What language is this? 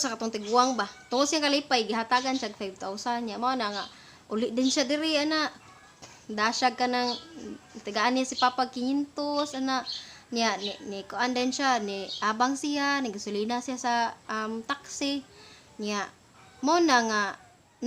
Cebuano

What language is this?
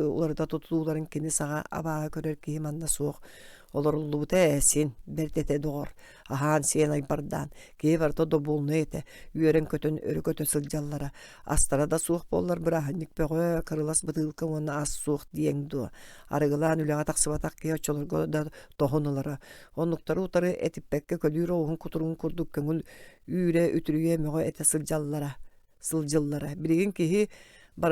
Yakut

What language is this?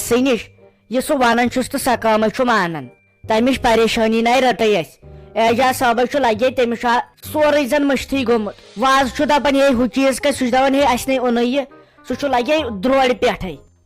Kashmiri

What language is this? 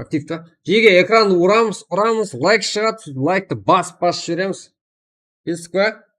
Kara-Kalpak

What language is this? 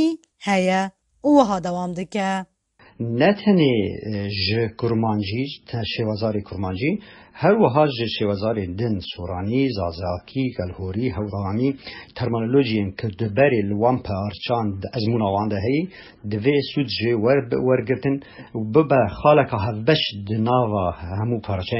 Kurdish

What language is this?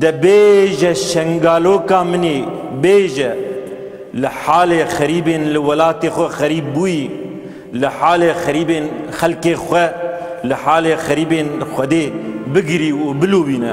Kurdish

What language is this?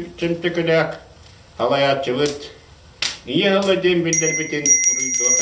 Yakut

